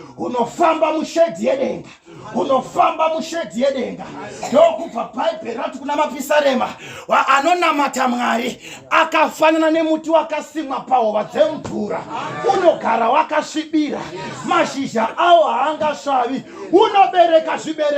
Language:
Shona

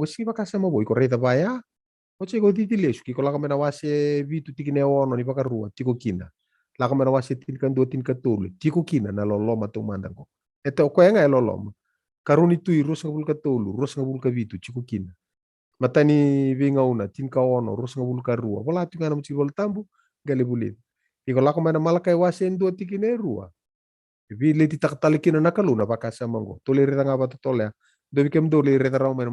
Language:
Fijian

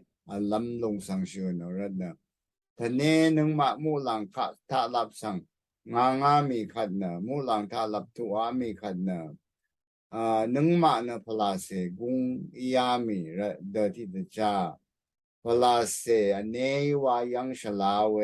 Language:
Rawang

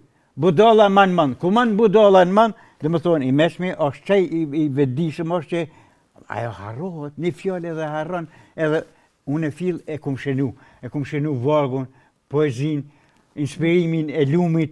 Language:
Albanian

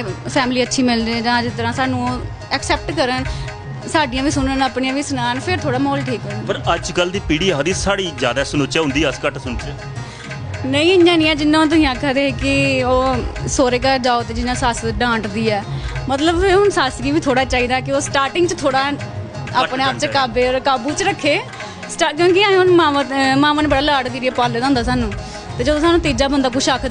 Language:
Dogri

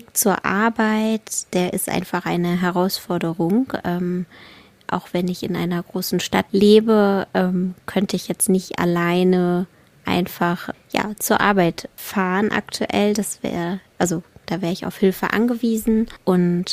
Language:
German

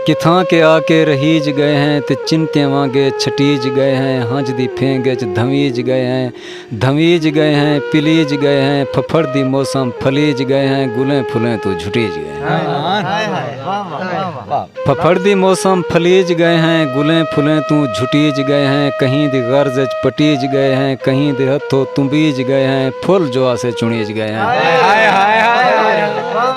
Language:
Saraiki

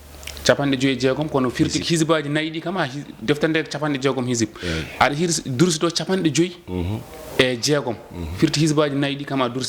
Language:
Fula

